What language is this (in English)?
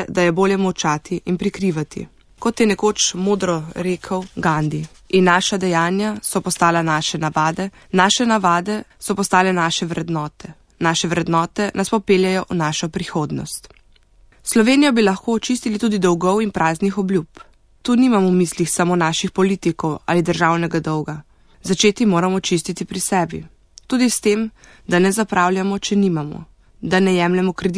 Slovenian